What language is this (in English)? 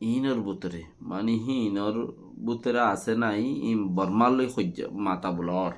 Rohingya